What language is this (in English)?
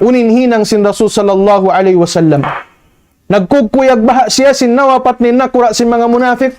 Tausug